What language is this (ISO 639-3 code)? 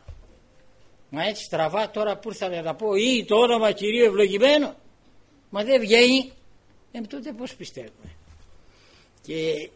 ell